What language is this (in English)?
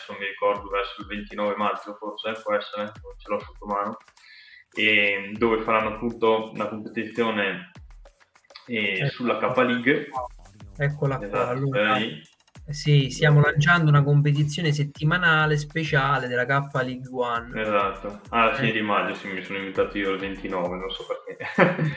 Italian